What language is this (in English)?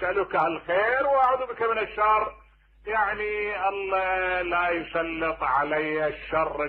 Mesopotamian Arabic